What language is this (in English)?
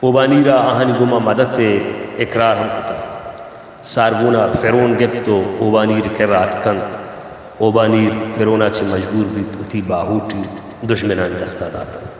Baluchi